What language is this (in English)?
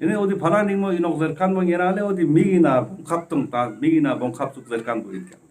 Ladakhi